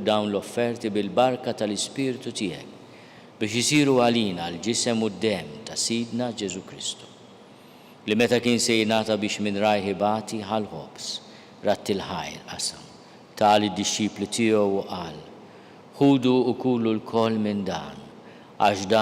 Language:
Maltese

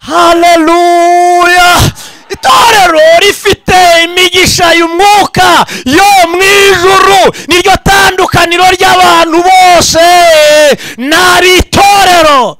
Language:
Kinyarwanda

